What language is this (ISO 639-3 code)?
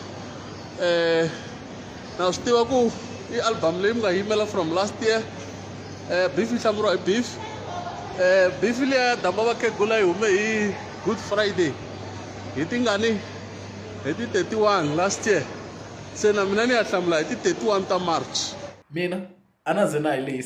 tso